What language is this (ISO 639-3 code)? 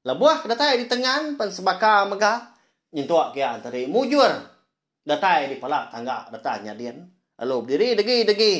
iba